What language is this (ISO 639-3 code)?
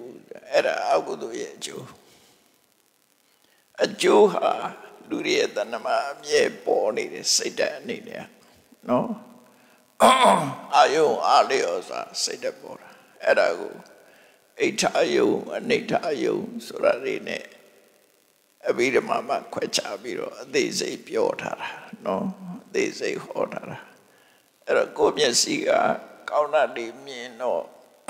mya